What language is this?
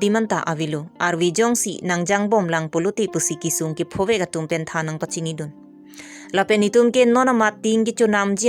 Karbi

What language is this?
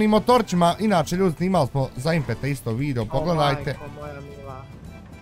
Bosnian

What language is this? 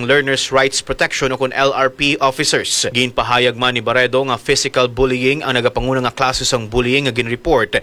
Hiligaynon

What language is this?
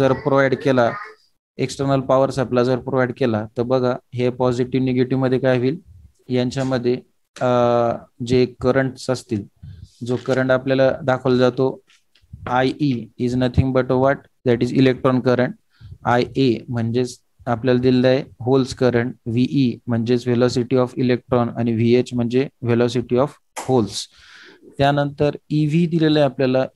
Marathi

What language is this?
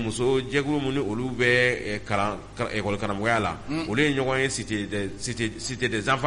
Bambara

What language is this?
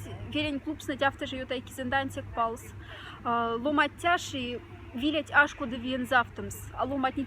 Moksha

